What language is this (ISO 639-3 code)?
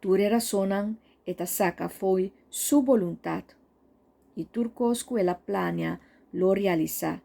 pap